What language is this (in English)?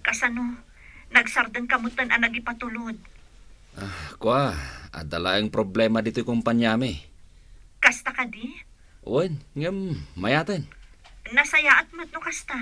Iloko